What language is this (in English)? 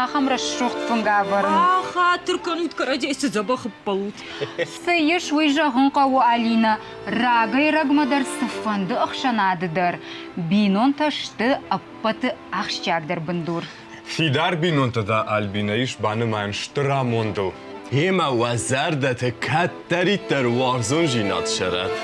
Ossetic